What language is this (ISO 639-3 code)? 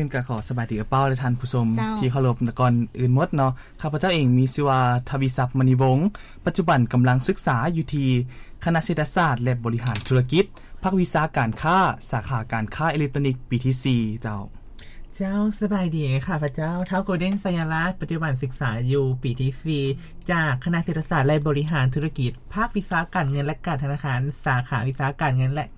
lao